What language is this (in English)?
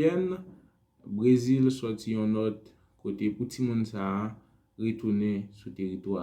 Haitian Creole